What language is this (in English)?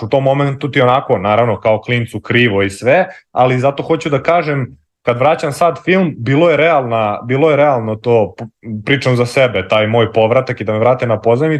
Serbian